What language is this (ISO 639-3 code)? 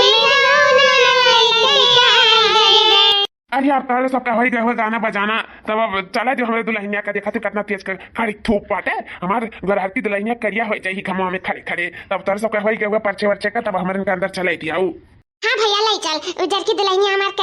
awa